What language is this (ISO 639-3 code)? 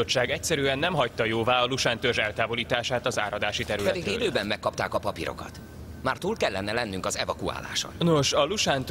hun